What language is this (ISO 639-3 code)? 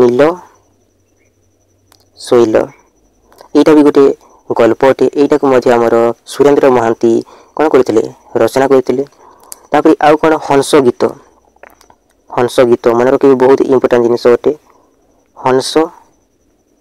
ori